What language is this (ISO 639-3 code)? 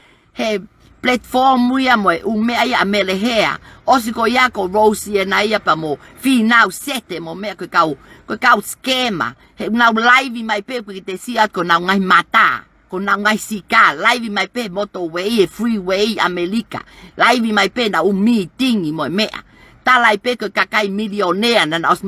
ton